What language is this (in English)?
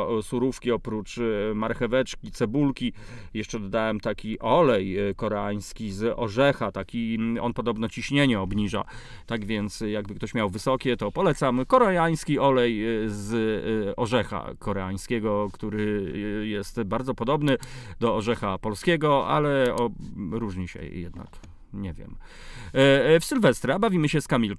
Polish